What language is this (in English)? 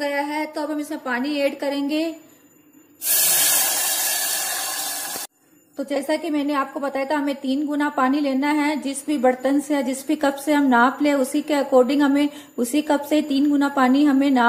Hindi